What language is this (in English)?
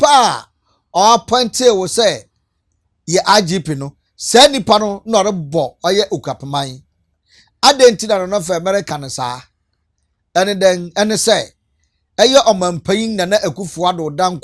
Akan